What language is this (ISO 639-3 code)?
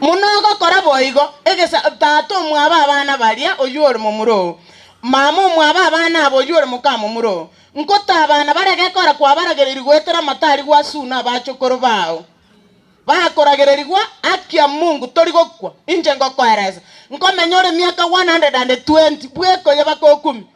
guz